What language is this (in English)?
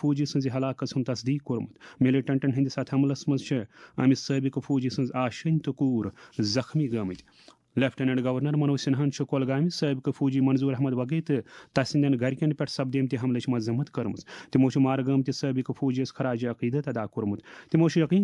Kashmiri